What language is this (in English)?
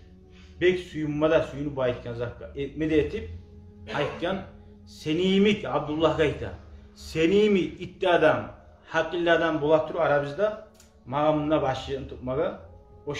Kumyk